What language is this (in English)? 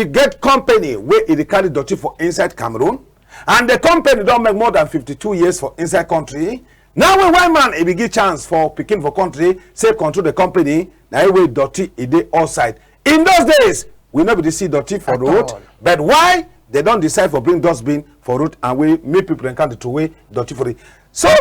Cameroon Pidgin